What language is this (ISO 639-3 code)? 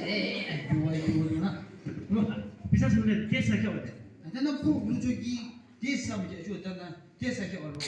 yim